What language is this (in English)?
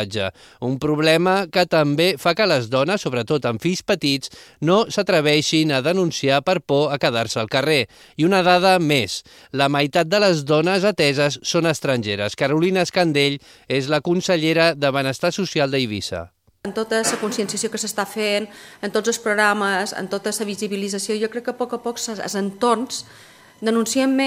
Catalan